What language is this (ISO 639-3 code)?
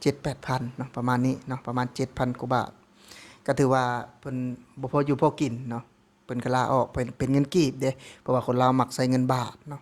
lao